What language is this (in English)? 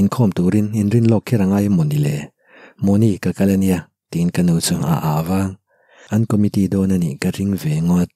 Mizo